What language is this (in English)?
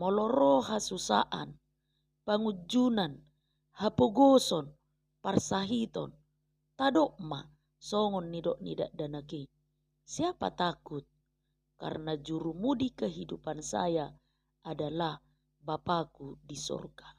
Batak Toba